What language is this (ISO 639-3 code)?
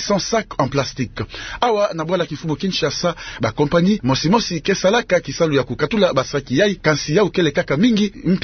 ktu